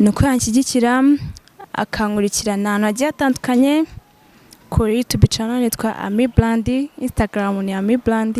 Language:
Kinyarwanda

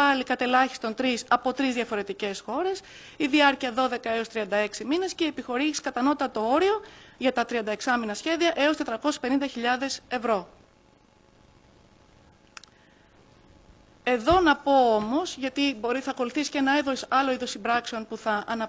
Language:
Greek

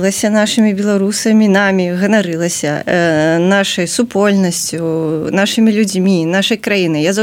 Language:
Belarusian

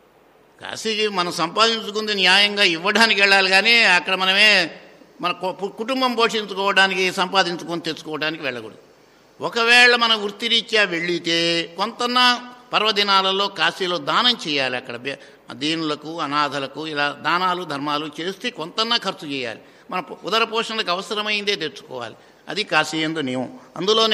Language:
Telugu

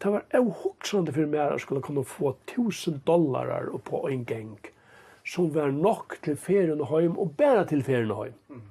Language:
Faroese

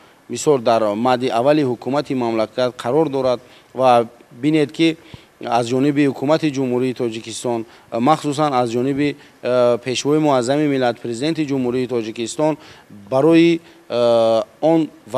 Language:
Tajik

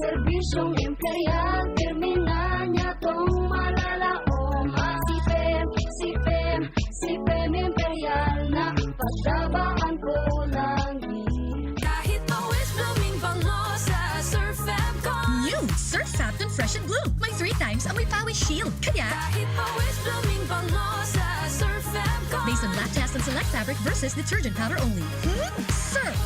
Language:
Bikol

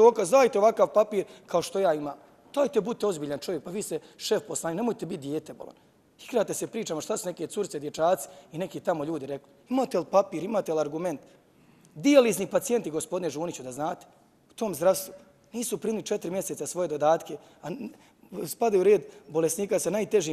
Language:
Bosnian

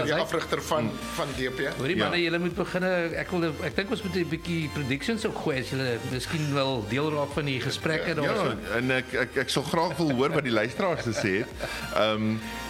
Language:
Afrikaans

